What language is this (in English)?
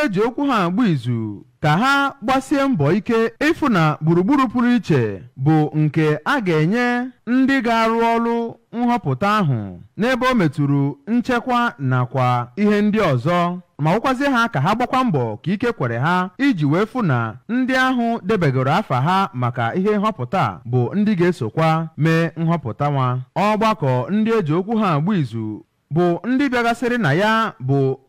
Igbo